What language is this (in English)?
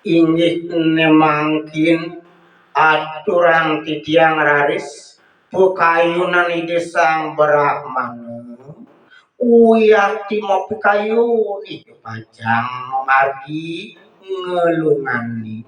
Balinese